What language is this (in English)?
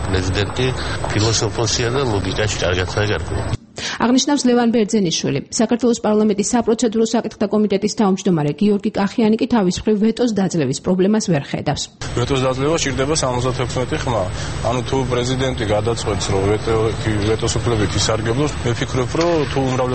Georgian